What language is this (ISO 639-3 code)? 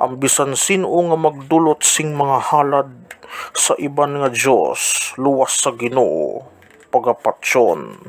hil